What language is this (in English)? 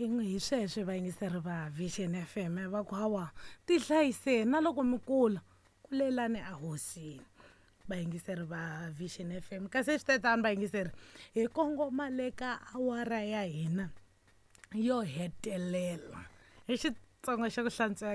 Tsonga